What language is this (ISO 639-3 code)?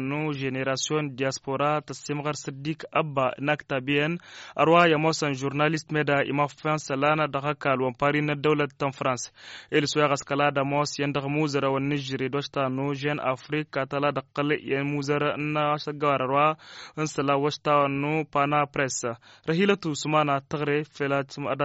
taq